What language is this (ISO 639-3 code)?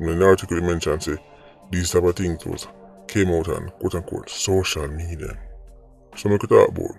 jam